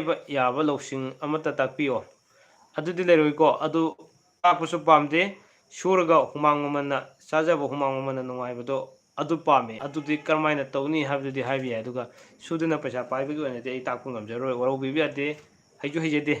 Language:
Manipuri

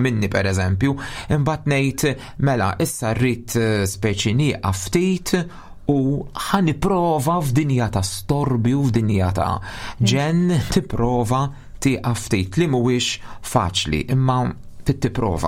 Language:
Maltese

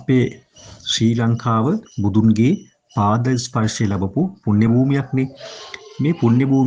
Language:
Sinhala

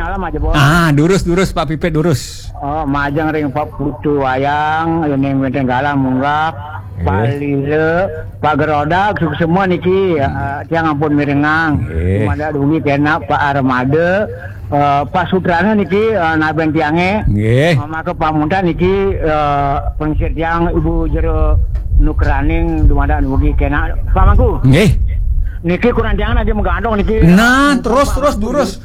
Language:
Balinese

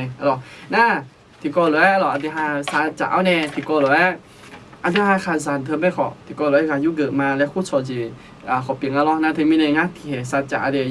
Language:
Akha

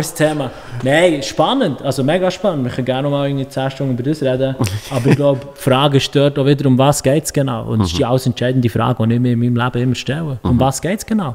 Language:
Swiss German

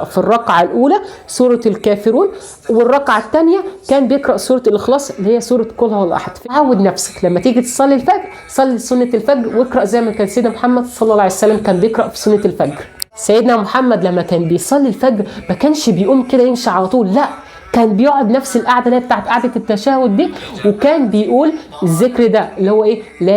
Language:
Egyptian Arabic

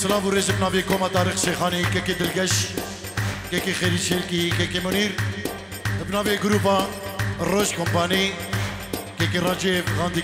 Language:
Kurdish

